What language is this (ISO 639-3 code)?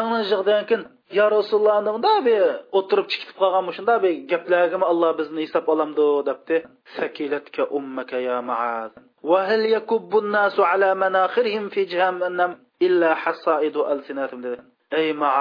uig